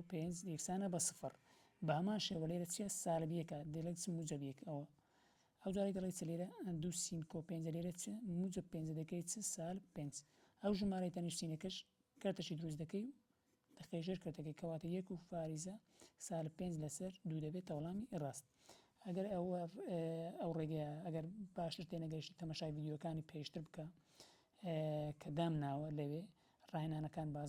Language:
Central Kurdish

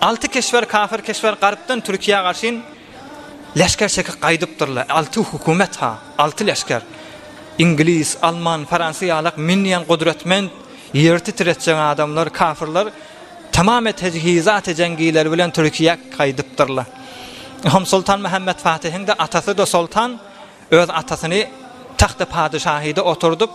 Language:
Turkmen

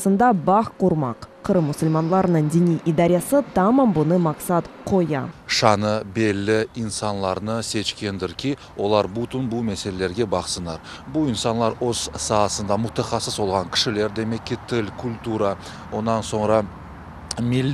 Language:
Crimean Tatar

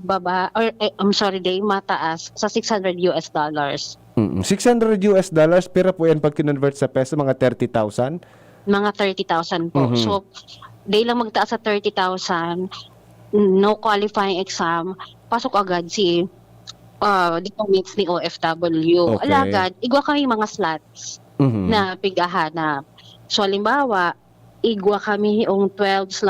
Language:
Bikol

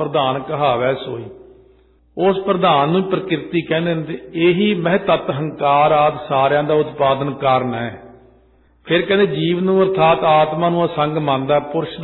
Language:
Punjabi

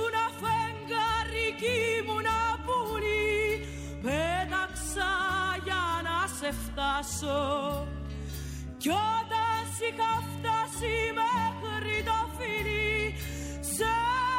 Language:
Greek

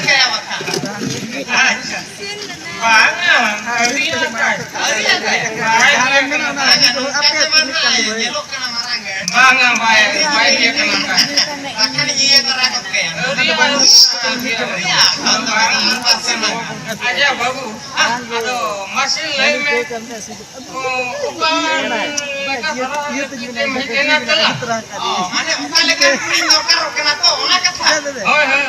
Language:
Santali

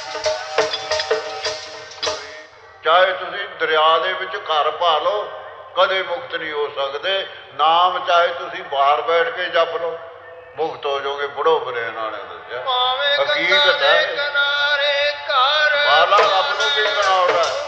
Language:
Punjabi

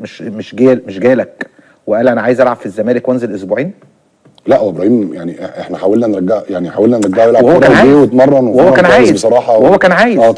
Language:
Egyptian Arabic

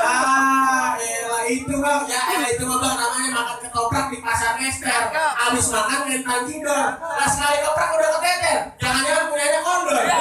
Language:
Betawi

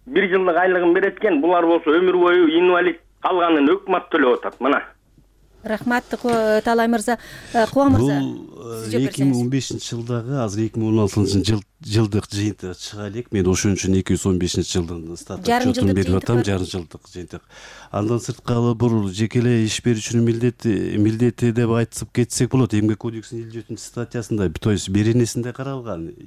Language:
Kyrgyz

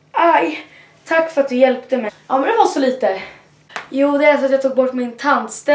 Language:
Swedish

